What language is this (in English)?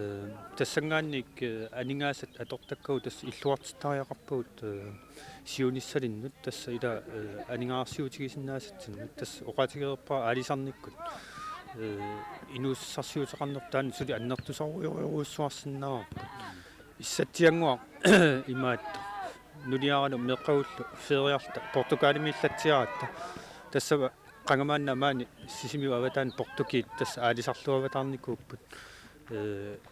Kalaallisut